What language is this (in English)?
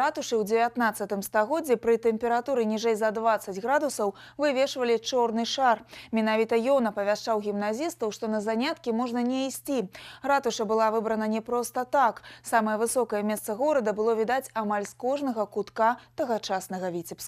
Belarusian